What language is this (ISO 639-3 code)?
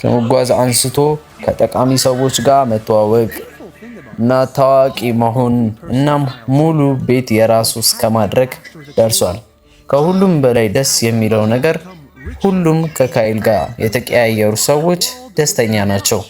amh